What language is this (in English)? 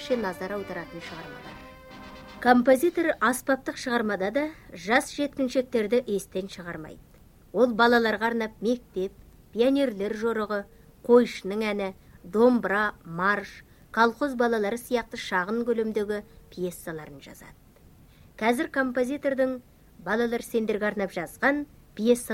Kazakh